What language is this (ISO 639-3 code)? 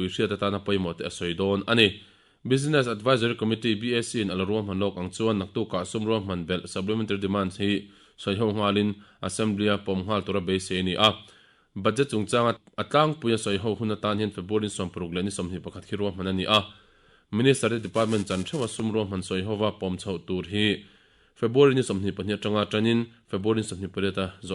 lus